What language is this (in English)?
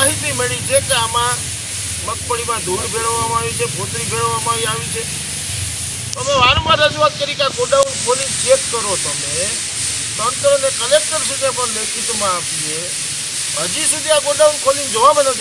Gujarati